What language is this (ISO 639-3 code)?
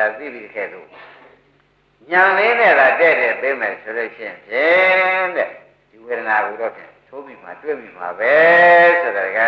mya